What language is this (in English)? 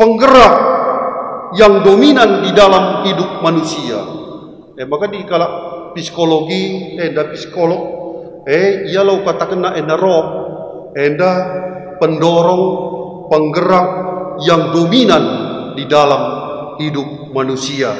Batak Karo